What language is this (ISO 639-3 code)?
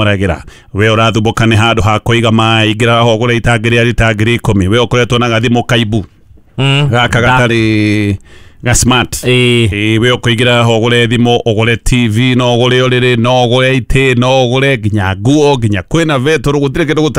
kik